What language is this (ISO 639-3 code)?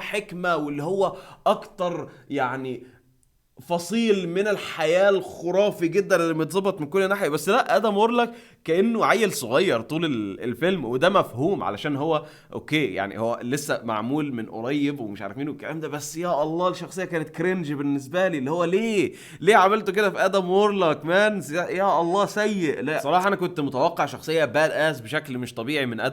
arz